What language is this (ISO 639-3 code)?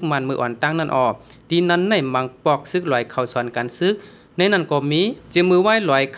shn